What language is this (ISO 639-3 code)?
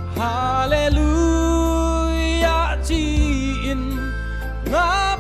ctd